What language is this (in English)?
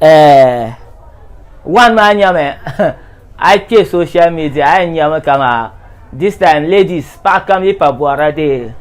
Dagbani